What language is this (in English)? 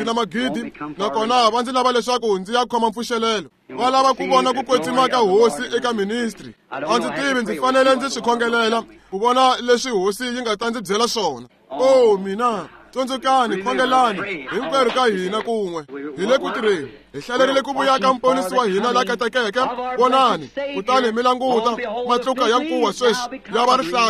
Tsonga